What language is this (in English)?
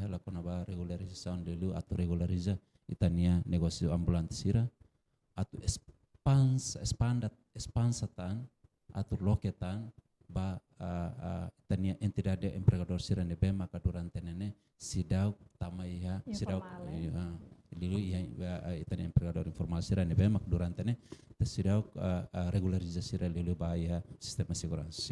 Tetum